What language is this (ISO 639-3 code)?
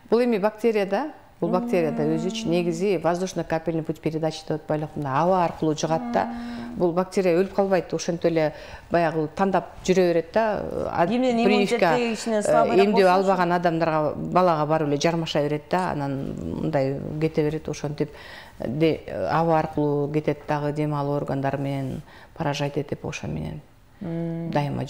kir